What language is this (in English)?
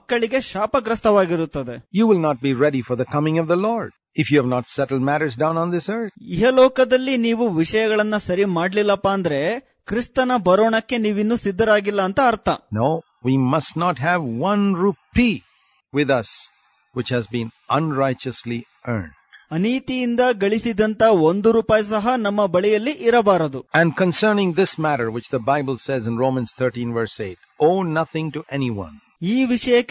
Kannada